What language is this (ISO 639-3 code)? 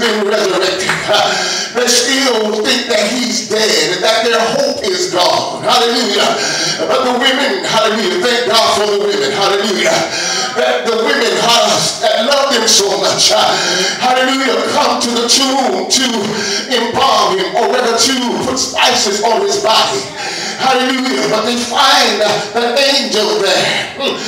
eng